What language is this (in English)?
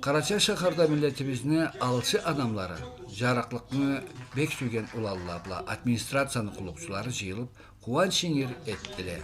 Karachay-Balkar